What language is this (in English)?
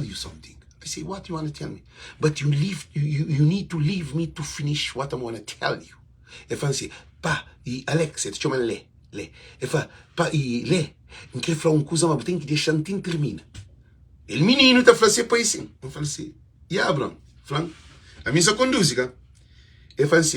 Kabuverdianu